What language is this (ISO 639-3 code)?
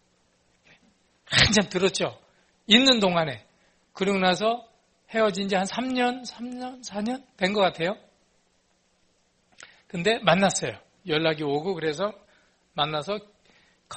kor